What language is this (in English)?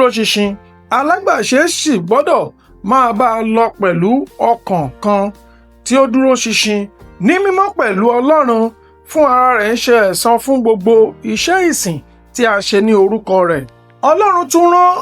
Yoruba